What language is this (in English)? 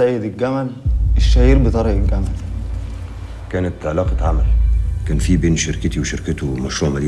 Egyptian Arabic